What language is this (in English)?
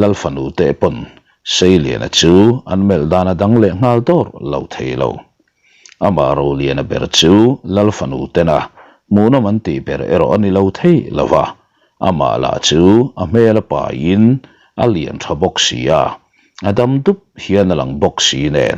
Mizo